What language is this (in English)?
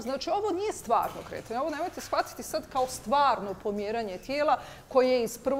Bosnian